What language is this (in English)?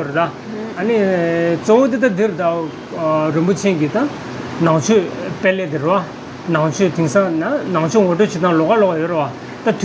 Tibetan